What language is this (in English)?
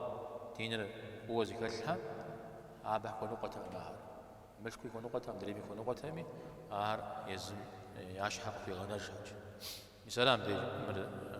Kabardian